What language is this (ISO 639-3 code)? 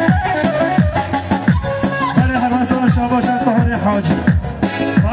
fas